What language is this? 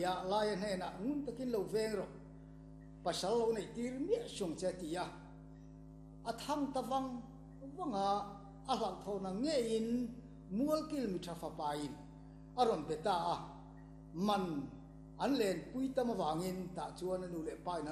Mizo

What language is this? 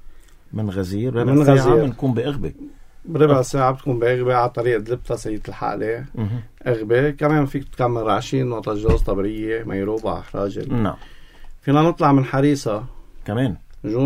North Levantine Arabic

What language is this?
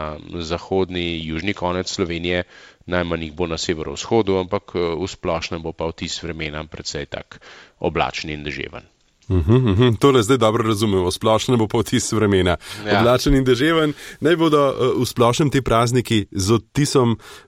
Slovenian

